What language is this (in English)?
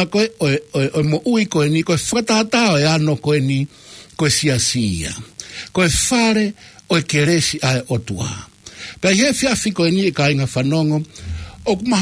Tongan